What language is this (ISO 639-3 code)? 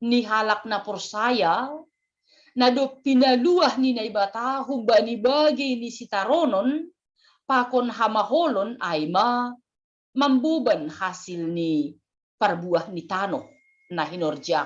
bts